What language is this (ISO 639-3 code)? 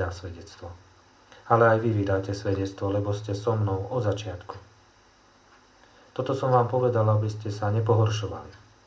slk